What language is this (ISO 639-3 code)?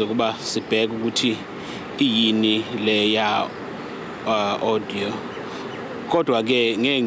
zul